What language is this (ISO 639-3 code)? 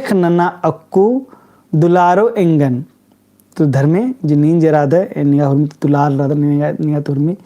kru